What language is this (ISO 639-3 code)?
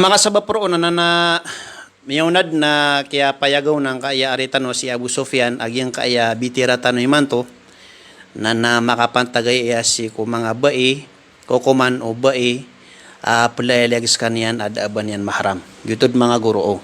mrw